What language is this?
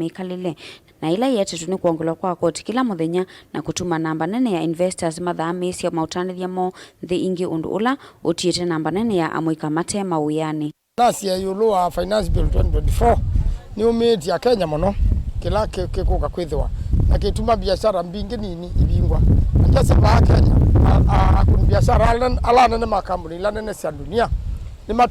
Kamba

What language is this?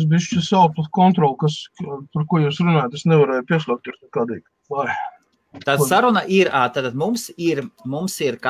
Latvian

